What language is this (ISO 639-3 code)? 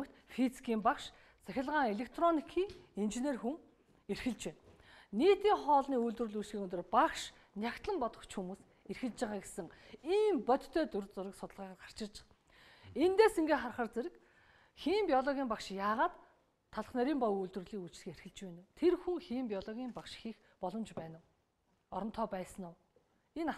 mon